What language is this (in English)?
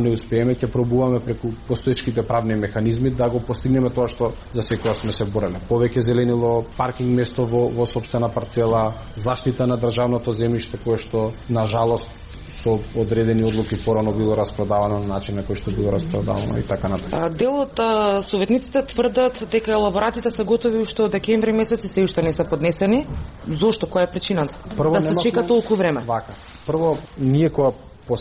Macedonian